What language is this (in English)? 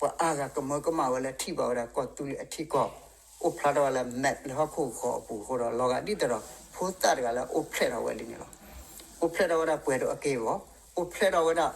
S'gaw Karen